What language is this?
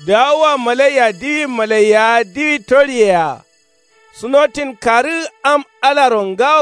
Kanuri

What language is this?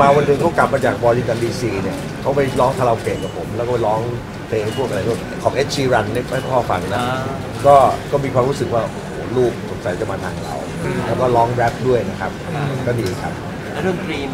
Thai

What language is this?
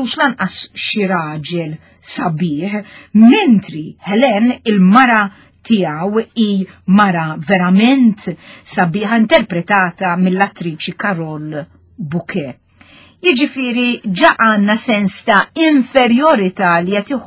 Maltese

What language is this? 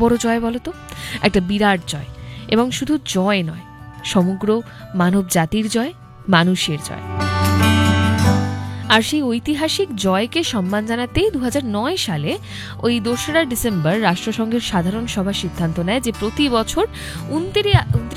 Bangla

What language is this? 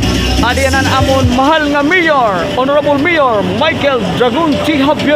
Waray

